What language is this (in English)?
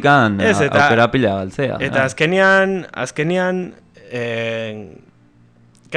Basque